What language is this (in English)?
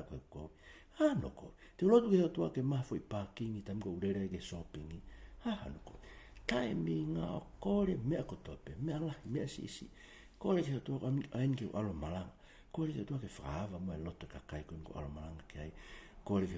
Tongan